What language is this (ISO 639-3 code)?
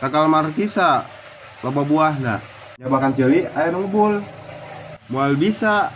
sun